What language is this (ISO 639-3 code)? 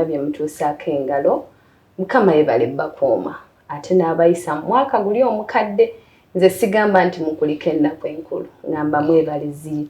lug